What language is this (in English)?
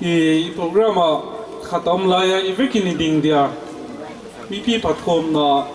Paite Chin